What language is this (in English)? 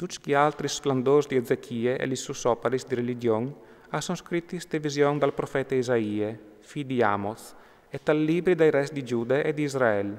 Friulian